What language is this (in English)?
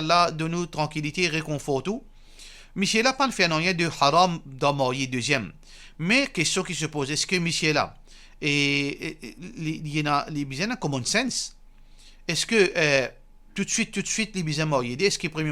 Morisyen